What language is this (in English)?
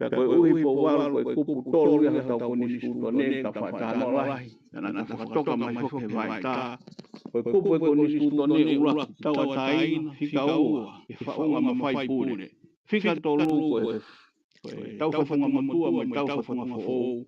Tongan